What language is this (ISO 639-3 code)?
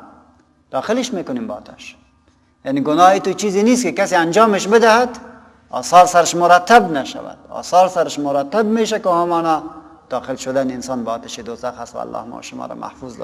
fas